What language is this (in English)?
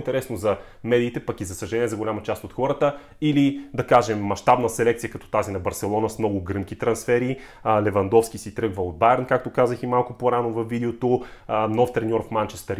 Bulgarian